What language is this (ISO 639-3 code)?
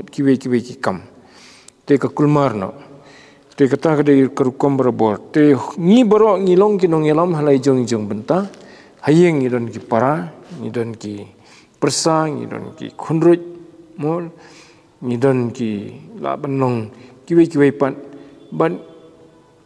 kha